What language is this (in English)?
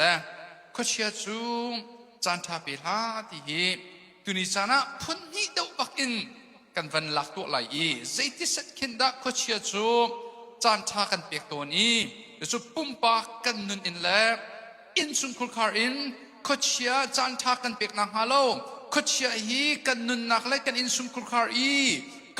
Hakha Chin